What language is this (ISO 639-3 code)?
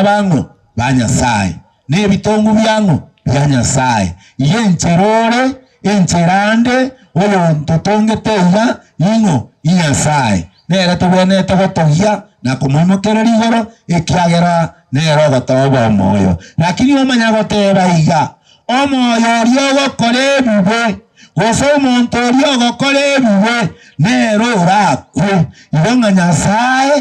guz